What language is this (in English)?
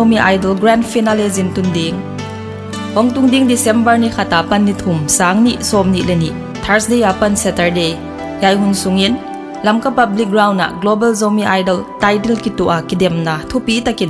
Paite Chin